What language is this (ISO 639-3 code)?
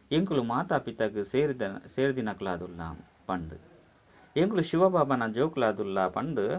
tcy